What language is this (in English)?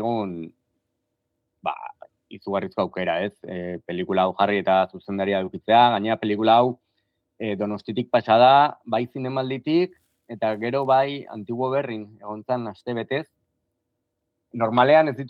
Basque